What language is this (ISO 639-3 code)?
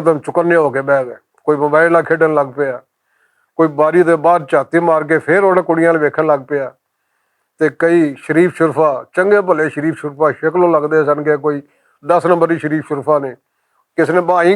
lah